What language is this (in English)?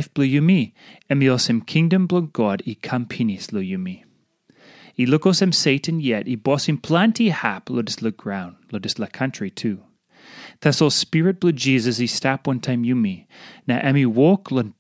Tok Pisin